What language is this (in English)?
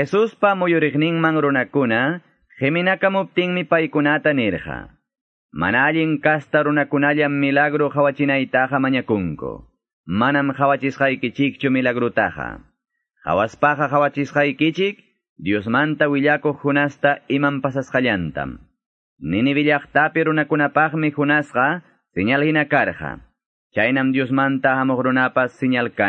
Quechua